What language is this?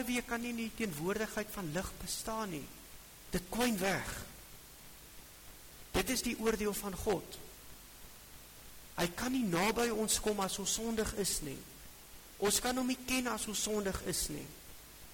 Afrikaans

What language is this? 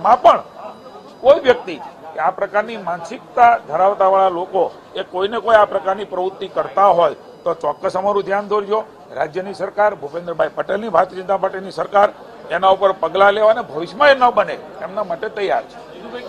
Gujarati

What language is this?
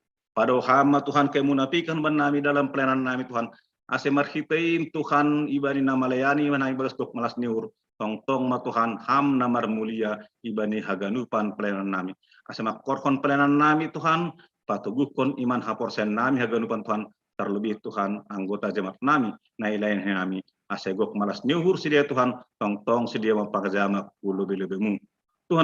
Batak Simalungun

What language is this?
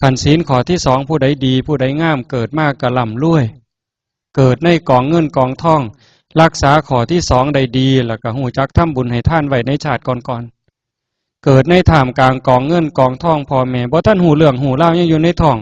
Northeastern Thai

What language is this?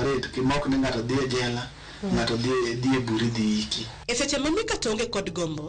Luo (Kenya and Tanzania)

